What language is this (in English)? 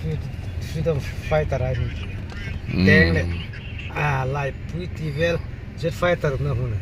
Hmar